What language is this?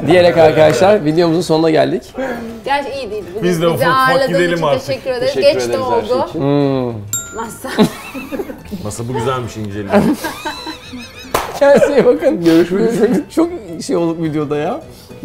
Turkish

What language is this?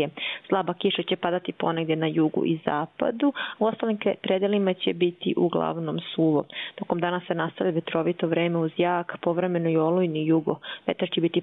Bosnian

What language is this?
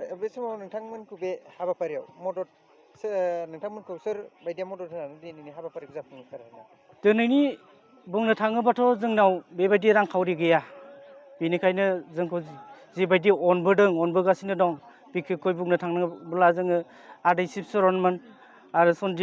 Bodo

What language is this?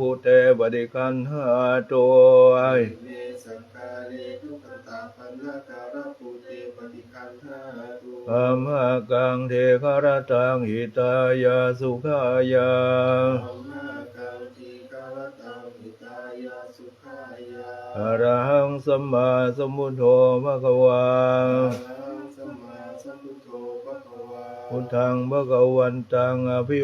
Pali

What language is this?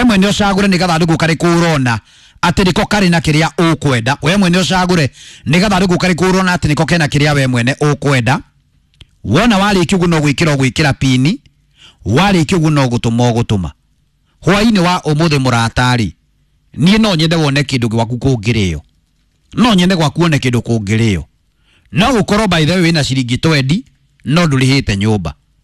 Kikuyu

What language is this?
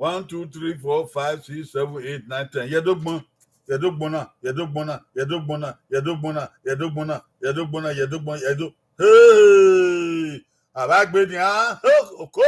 Bini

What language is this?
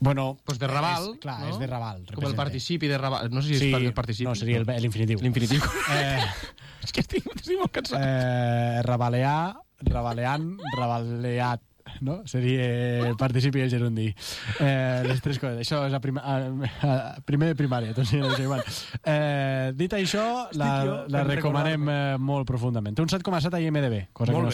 Catalan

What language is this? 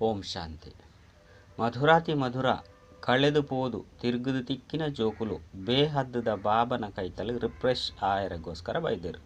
Tulu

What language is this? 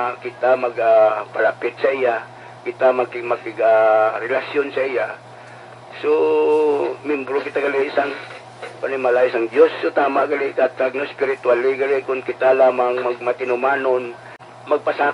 Hiligaynon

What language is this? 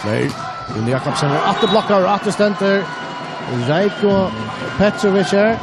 Faroese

